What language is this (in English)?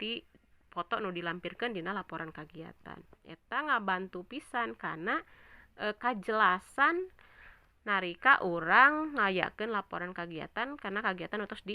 Sundanese